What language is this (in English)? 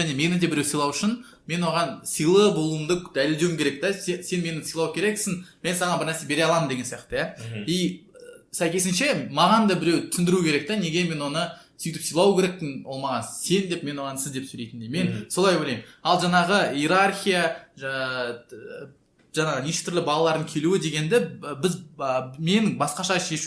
Kazakh